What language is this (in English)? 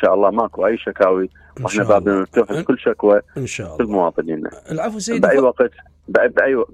Mesopotamian Arabic